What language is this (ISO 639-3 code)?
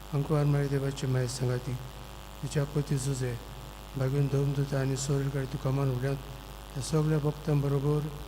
kok